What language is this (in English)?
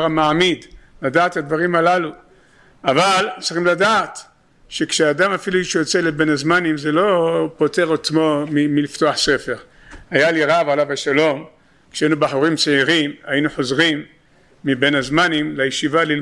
Hebrew